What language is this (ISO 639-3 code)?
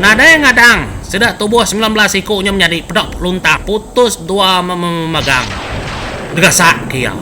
iba